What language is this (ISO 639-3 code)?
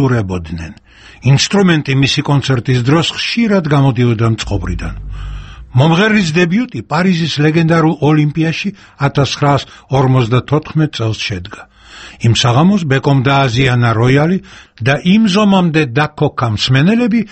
kat